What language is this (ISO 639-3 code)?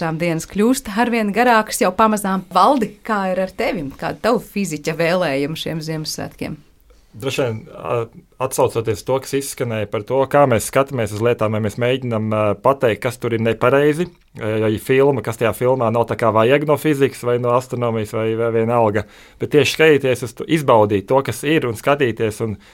lav